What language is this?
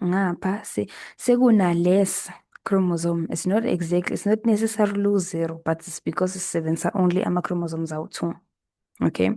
Zulu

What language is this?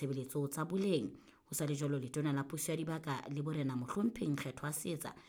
Southern Sotho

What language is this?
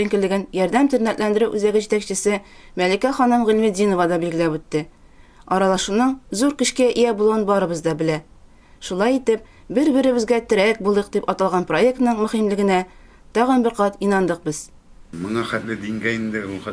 Tatar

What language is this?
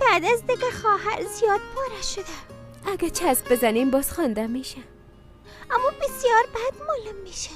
Persian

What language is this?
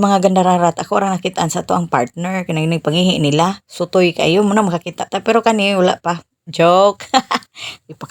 Cebuano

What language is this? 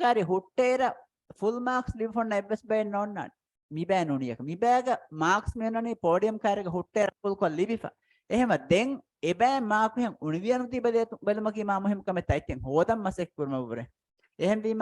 Divehi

